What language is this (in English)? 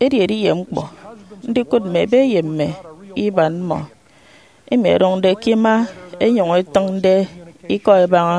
Efik